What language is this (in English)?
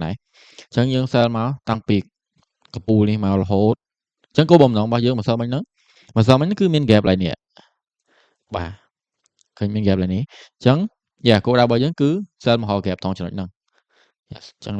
Khmer